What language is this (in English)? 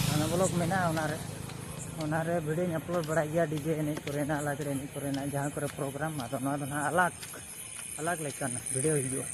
Santali